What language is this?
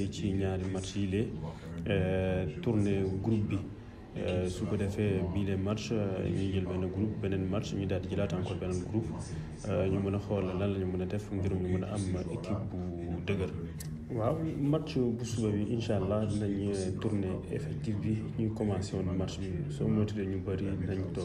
Wolof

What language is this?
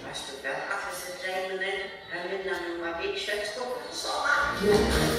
Faroese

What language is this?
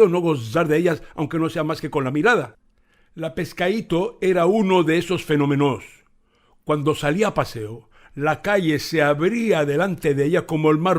Ladino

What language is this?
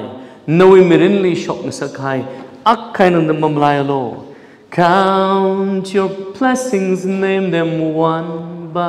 Tangkhul Naga (India)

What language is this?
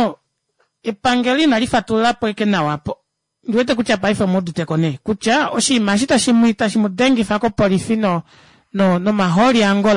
Kuanyama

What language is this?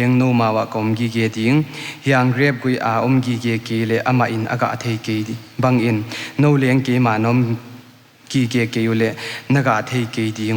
Paite Chin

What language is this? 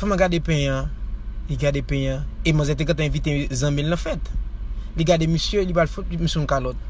Haitian Creole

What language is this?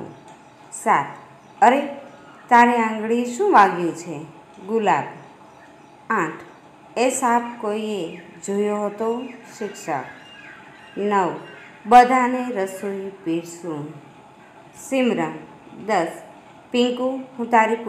Gujarati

